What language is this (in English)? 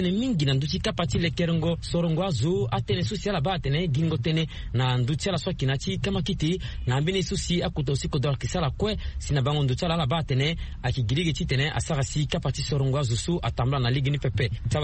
Sango